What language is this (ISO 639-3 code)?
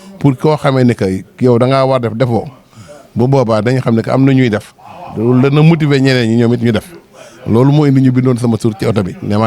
wol